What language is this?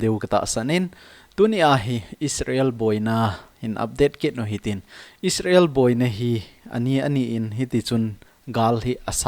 Thado Chin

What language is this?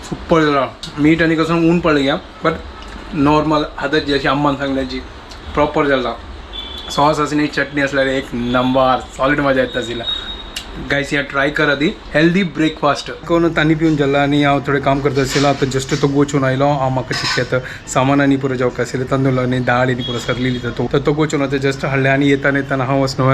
Konkani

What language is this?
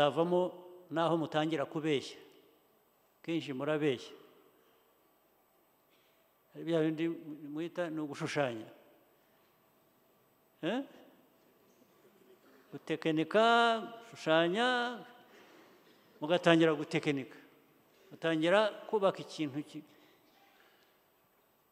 Kinyarwanda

